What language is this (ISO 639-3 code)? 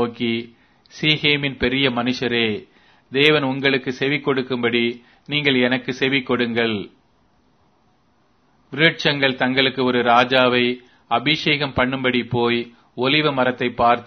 tam